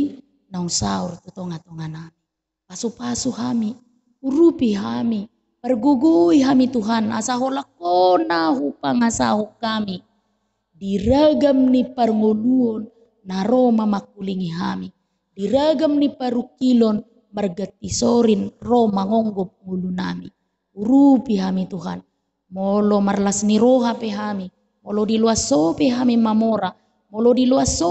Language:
Batak Toba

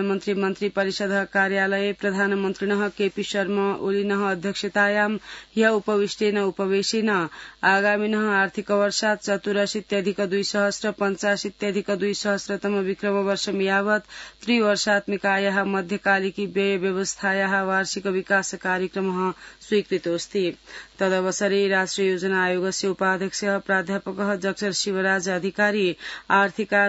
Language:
Sanskrit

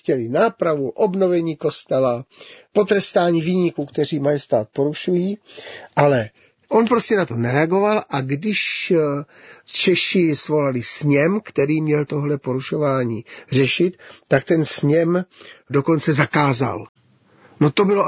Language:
Czech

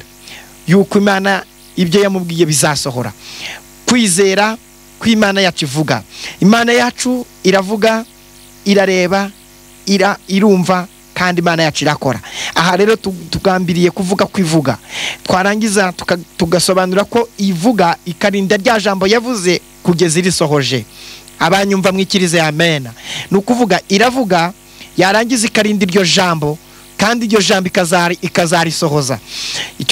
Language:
Kinyarwanda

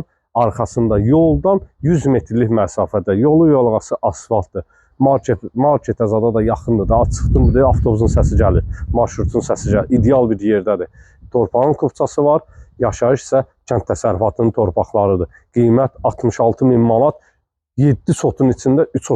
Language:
Azerbaijani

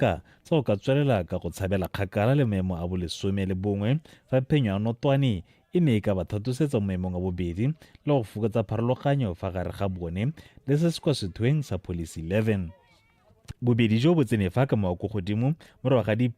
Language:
Tswana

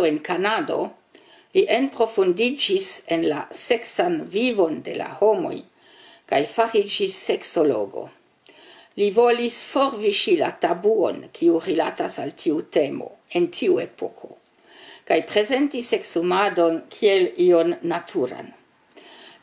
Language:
Esperanto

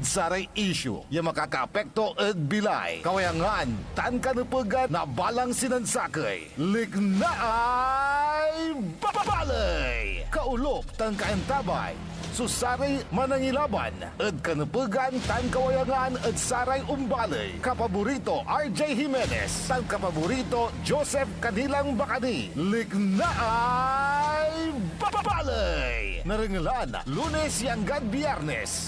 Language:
Pangasinan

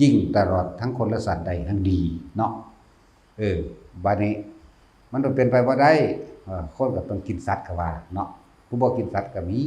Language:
Lao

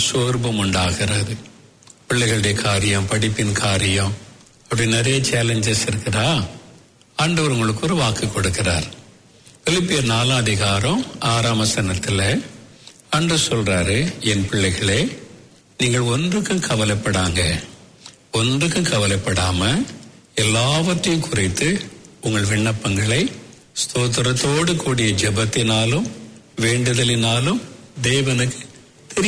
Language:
Tamil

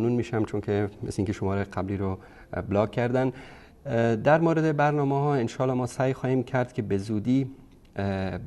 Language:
Persian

